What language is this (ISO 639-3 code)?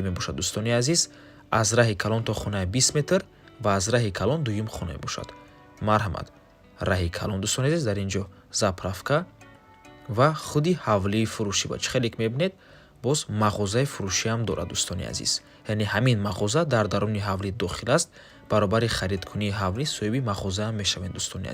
tgk